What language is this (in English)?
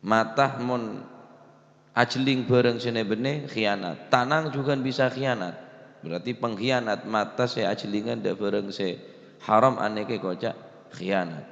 Madurese